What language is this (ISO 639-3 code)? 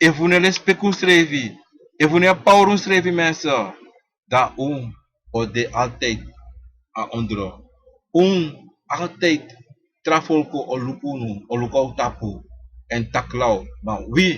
srn